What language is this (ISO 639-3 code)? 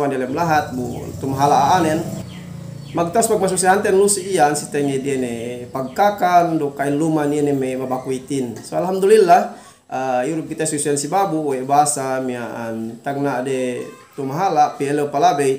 yka